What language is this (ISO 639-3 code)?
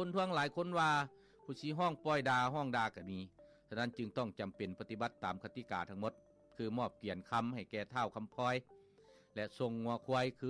lao